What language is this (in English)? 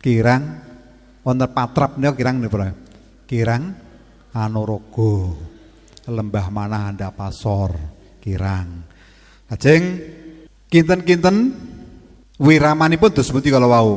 Javanese